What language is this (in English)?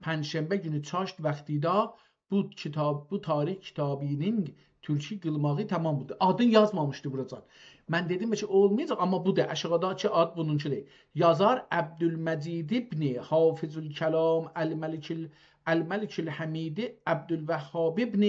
South Azerbaijani